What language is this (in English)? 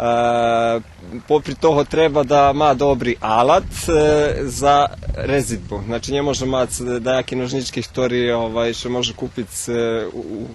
Rusyn